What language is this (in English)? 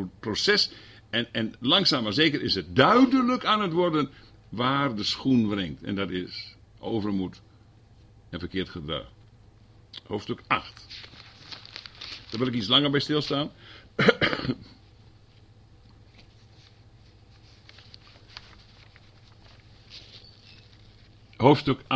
Dutch